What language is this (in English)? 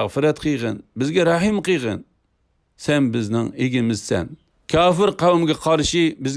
Uyghur